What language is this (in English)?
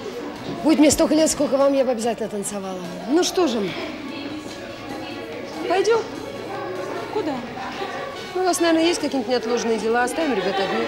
Russian